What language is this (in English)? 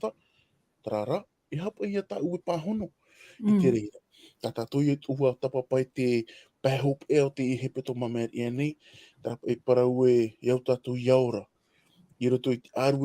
Tahitian